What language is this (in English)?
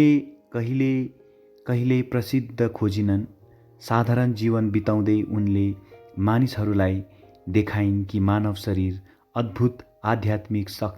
Nepali